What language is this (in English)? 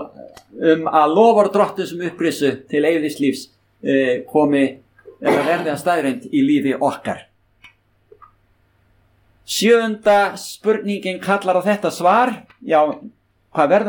Icelandic